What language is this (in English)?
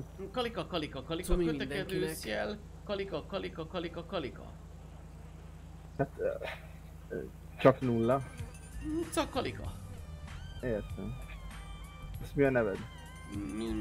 Hungarian